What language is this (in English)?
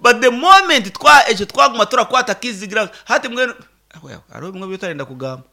Nyankole